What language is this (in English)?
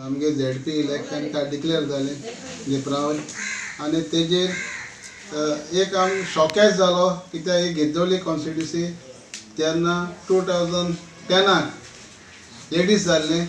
Konkani